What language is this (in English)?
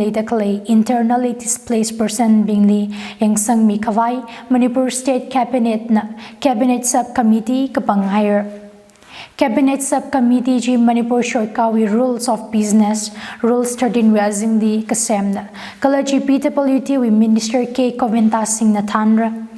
Tangkhul Naga (India)